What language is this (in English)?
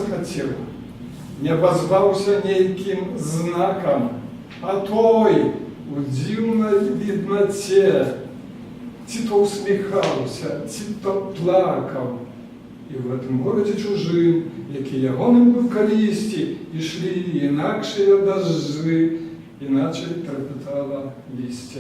Belarusian